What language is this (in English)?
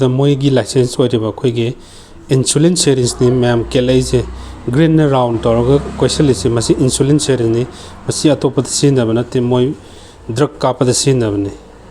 Manipuri